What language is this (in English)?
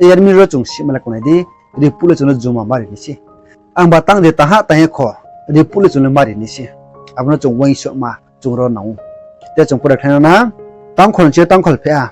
Riang (India)